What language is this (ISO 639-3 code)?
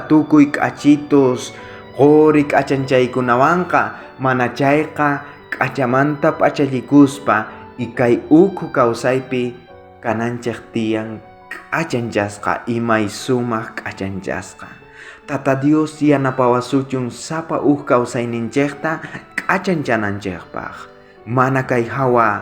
quh